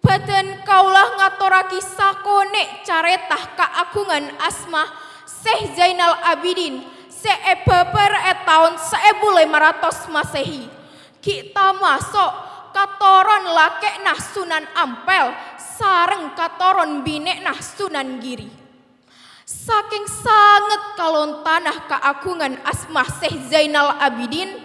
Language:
Madurese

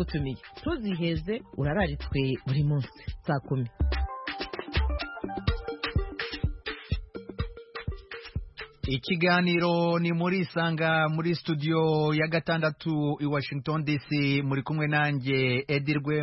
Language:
Kinyarwanda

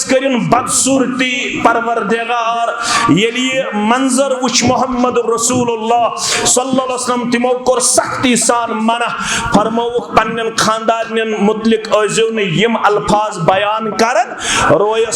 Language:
Kashmiri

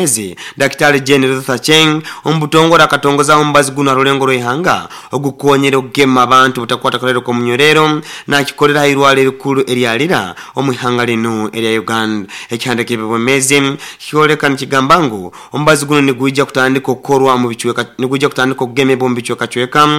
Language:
Nyoro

